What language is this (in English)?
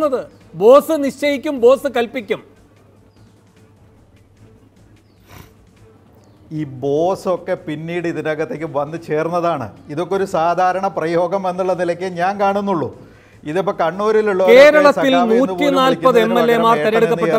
Malayalam